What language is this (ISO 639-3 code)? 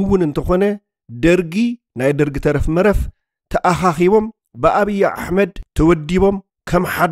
tir